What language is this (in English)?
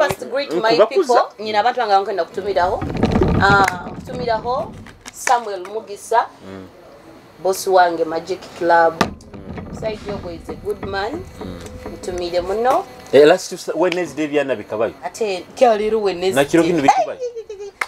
Nyoro